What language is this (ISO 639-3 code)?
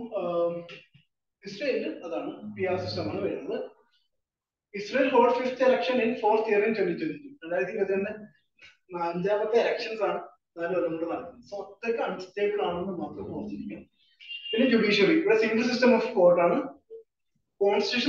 mal